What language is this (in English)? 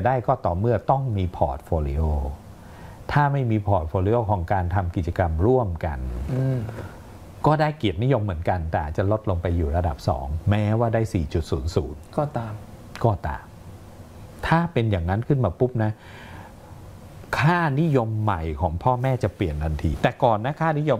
Thai